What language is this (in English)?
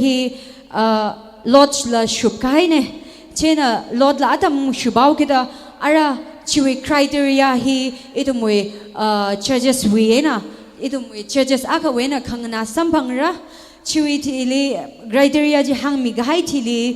Tangkhul Naga (India)